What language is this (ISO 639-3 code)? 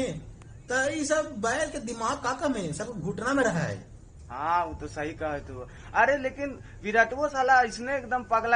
mag